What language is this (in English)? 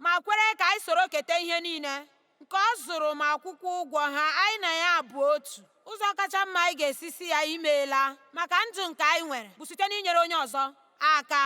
Igbo